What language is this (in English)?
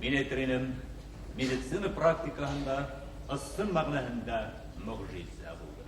Bashkir